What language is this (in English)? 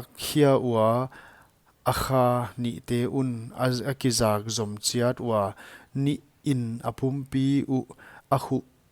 Paite Chin